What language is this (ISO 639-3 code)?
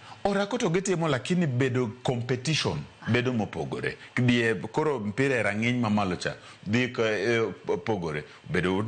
luo